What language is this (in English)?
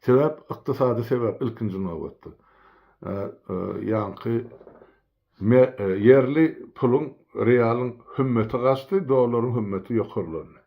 Turkmen